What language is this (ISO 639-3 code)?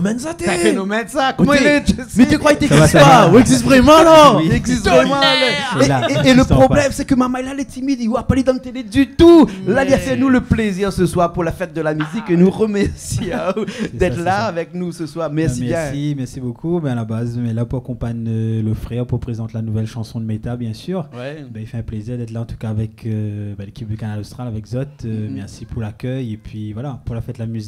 rcf